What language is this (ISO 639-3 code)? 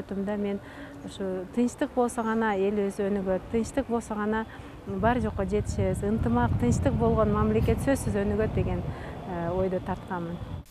kir